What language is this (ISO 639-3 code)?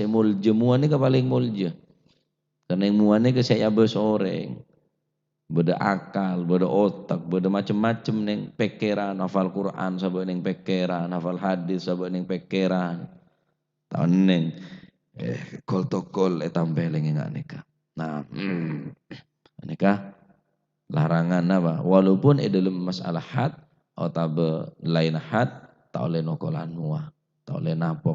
mad